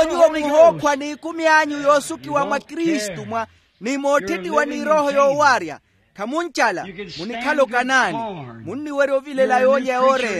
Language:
Makhuwa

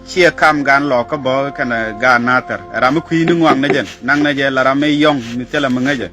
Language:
Nuer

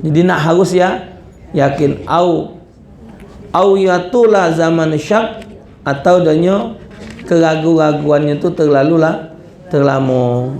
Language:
Musi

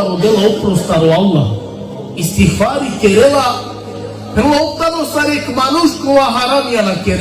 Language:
Balkan Romani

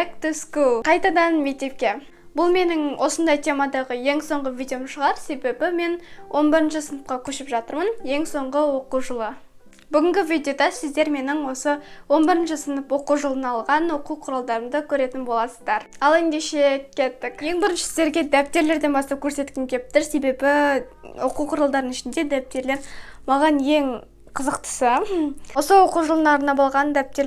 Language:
Kazakh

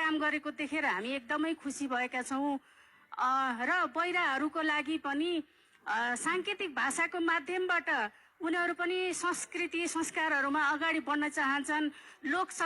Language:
Nepali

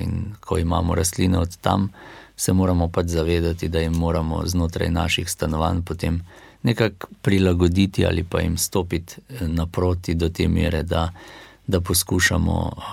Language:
Slovenian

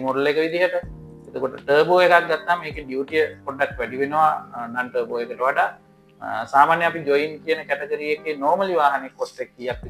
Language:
Sinhala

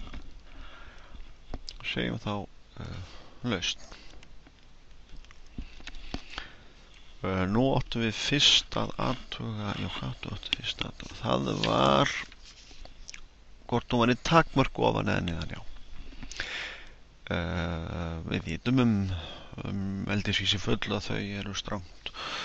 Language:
Icelandic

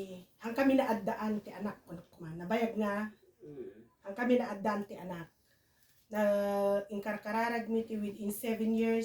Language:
Iloko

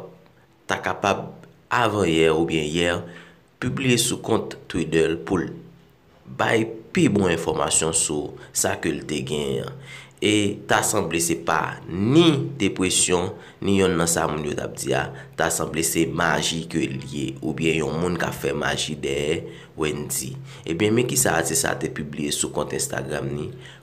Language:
Haitian Creole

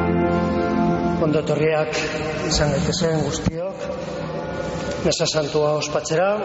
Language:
Basque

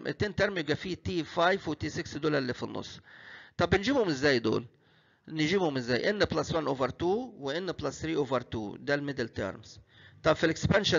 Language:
Egyptian Arabic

